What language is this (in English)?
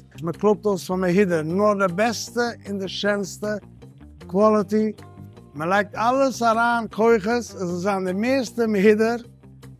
Yiddish